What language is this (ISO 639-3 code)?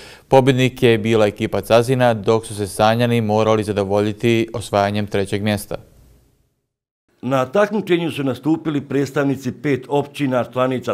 bos